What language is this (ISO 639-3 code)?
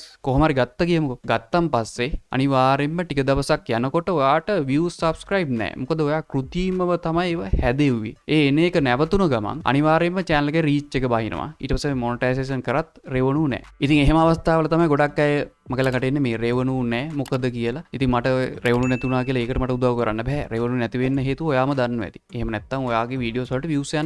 sin